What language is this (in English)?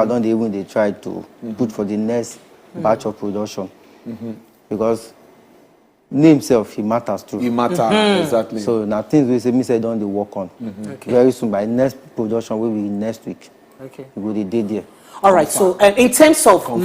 Nigerian Pidgin